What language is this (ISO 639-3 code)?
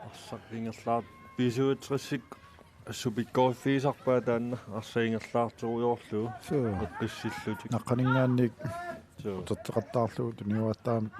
kal